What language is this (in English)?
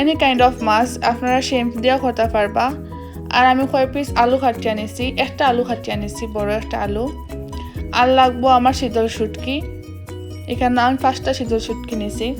Sylheti